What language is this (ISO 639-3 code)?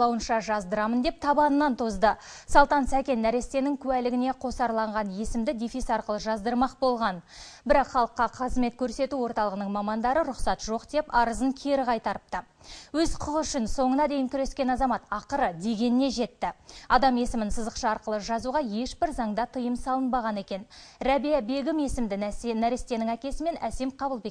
kaz